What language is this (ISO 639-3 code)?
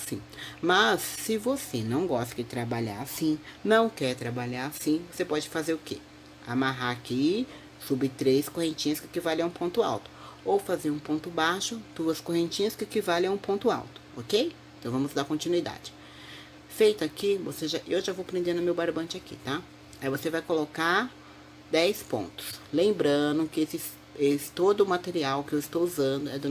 por